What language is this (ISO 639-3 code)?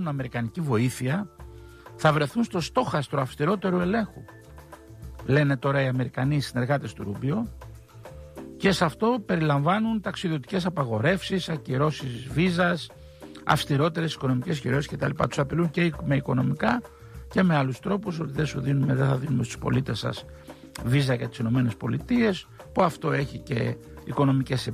ell